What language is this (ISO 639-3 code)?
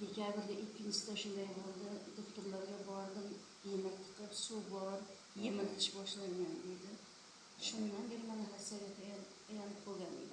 uzb